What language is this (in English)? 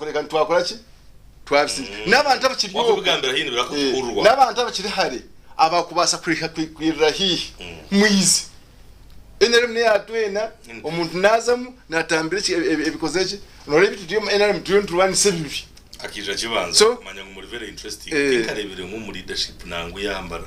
Nyankole